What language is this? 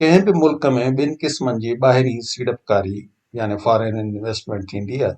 Sindhi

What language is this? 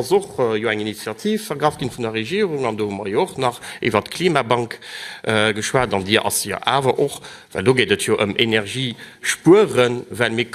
Luxembourgish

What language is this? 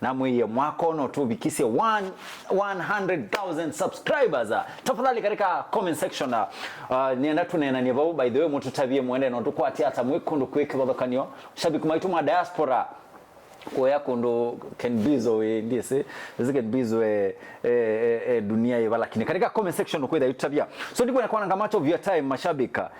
Kamba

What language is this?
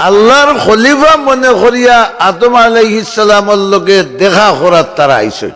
Sylheti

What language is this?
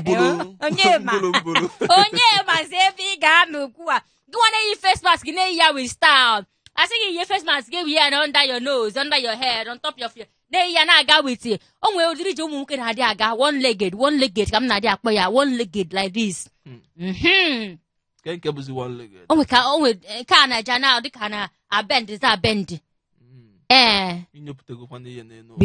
Igbo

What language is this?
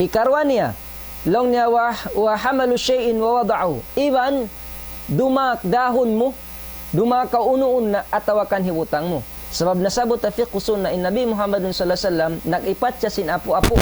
Tausug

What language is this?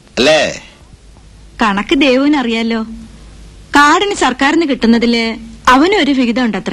Malayalam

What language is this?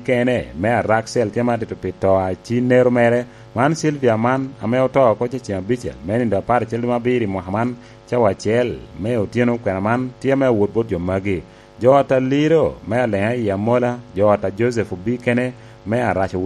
Lango (Uganda)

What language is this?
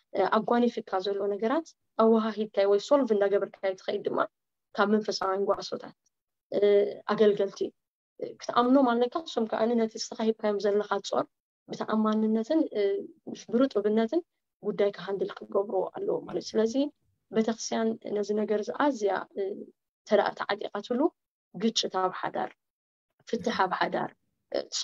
Tigrinya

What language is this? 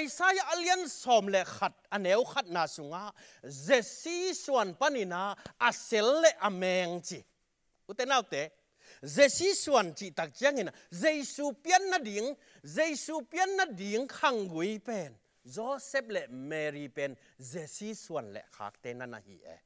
Tedim Chin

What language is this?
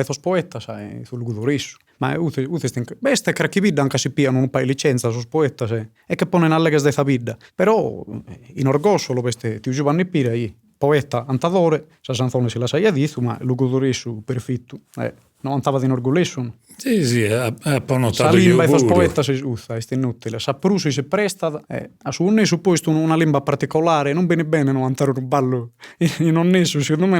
Sardinian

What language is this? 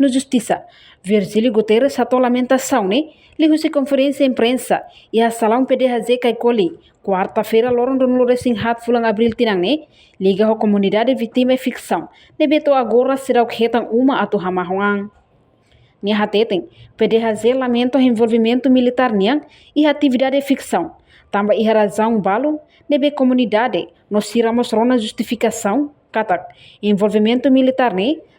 Tetum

